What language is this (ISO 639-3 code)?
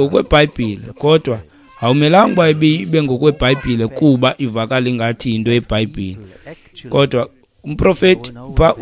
xho